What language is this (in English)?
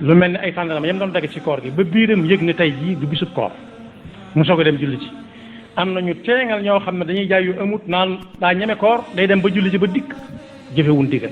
Wolof